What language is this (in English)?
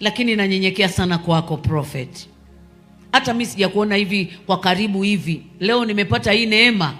Swahili